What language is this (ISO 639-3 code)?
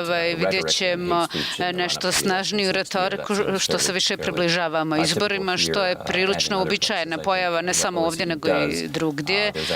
bos